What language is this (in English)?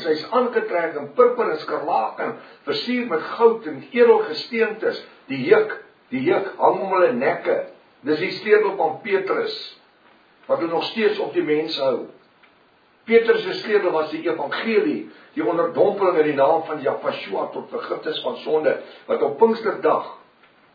Afrikaans